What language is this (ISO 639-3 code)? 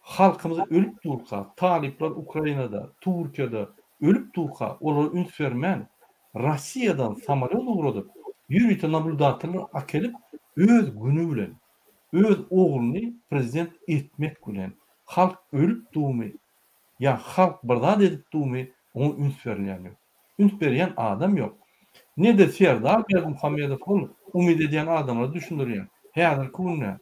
tuk